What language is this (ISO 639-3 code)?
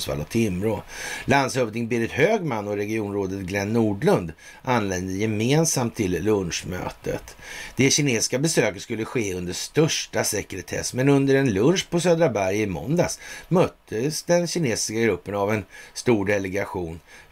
swe